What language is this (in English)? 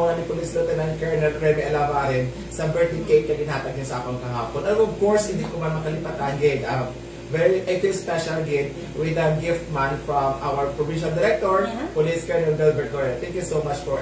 Hiligaynon